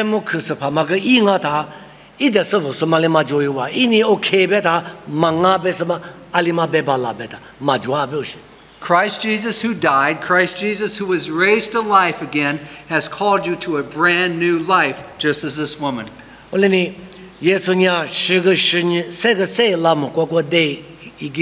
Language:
Lisu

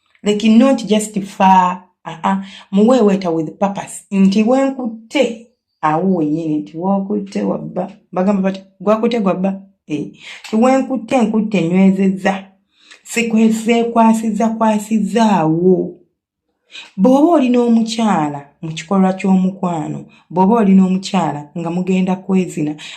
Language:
Ganda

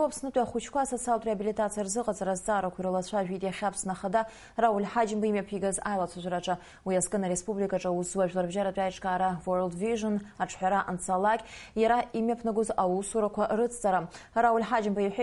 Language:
Abkhazian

